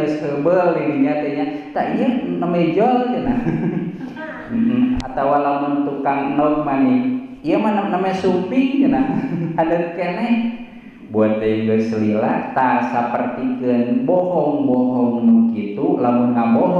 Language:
Sundanese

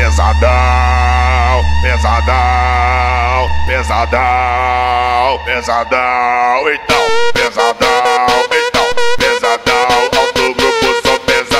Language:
Portuguese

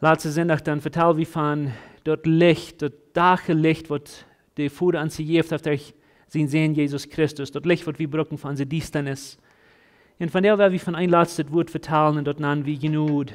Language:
Plautdietsch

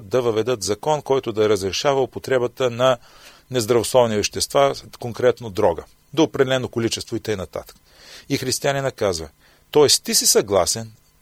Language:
Bulgarian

